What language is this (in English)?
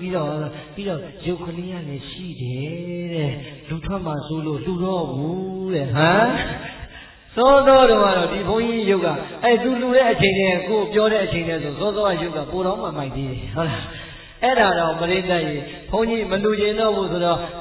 Burmese